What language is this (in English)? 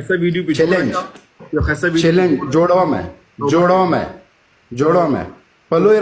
Pashto